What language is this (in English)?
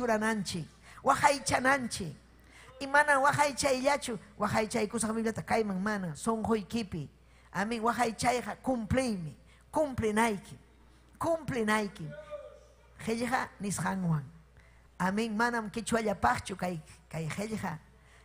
Ayacucho Quechua